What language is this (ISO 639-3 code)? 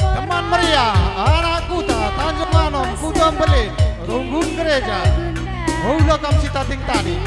btx